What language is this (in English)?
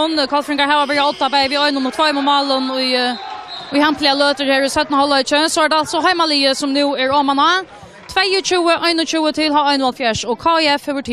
Faroese